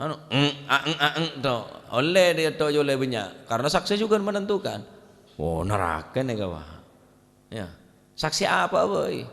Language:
Madurese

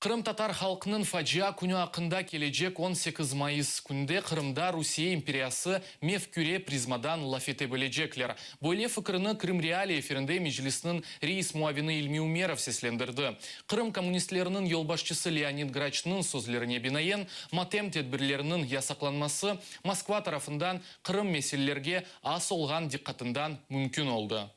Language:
Crimean Tatar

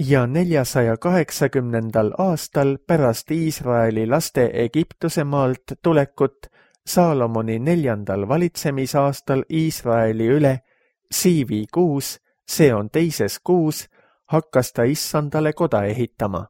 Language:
Estonian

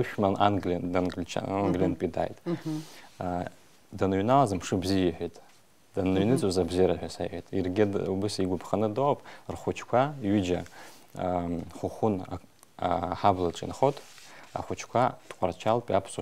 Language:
Abkhazian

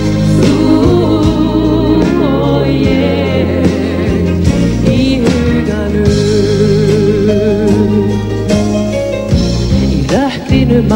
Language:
Icelandic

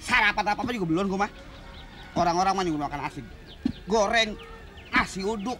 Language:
Betawi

